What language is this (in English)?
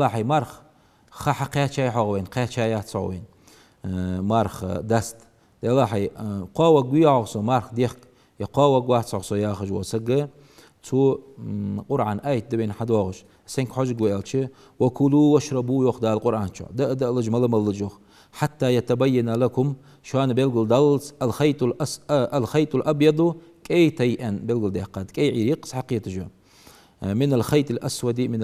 Ingush